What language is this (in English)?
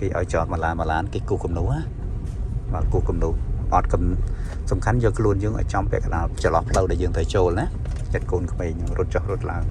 Khmer